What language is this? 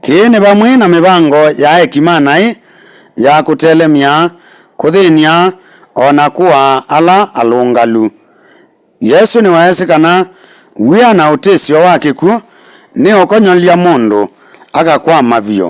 Kamba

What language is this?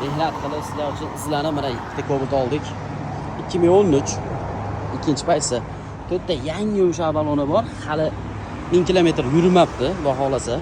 Uzbek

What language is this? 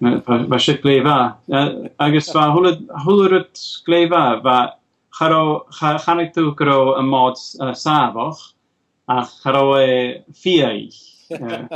Scottish Gaelic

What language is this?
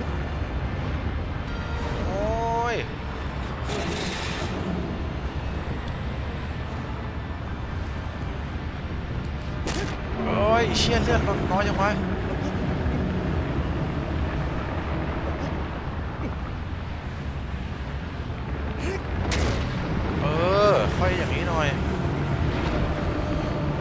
Thai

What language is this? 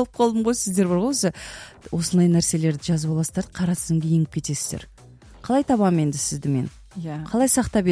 Kazakh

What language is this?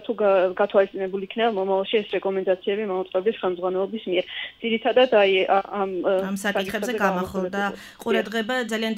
Georgian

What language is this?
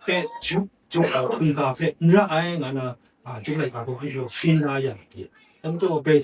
Kachin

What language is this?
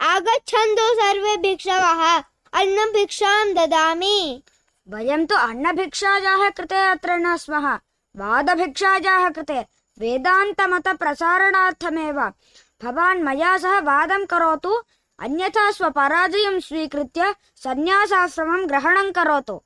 Sanskrit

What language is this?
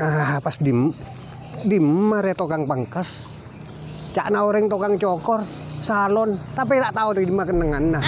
Madurese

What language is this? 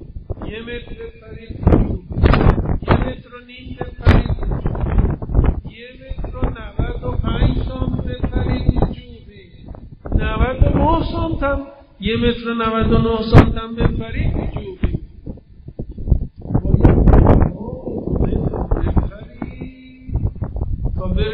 Persian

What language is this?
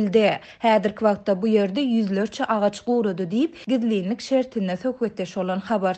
Turkmen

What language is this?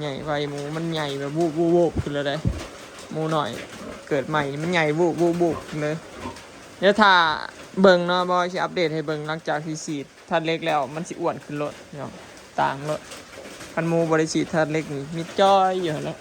Northeastern Thai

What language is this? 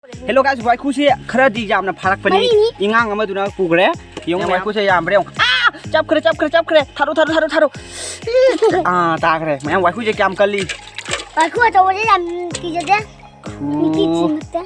Manipuri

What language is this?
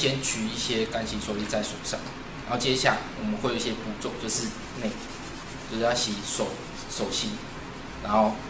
Chinese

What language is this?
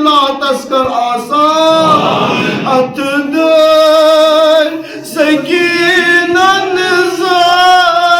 Kashmiri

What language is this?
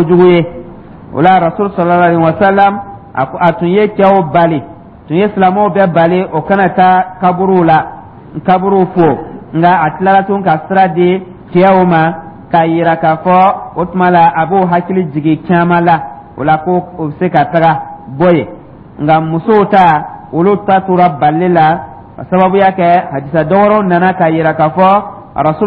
Dyula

